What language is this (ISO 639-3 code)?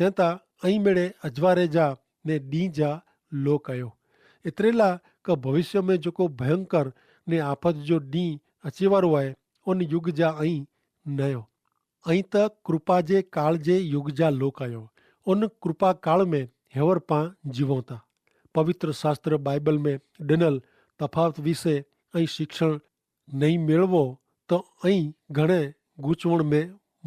kfr